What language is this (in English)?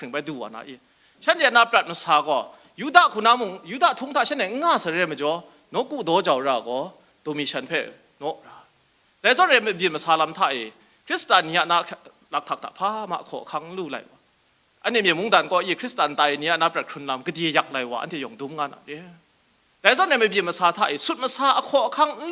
Kachin